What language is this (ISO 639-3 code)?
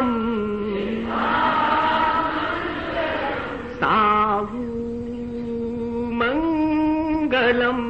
hin